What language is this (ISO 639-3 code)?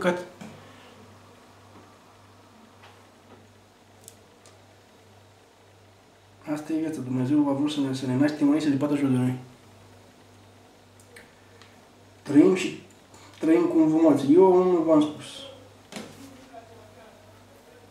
ron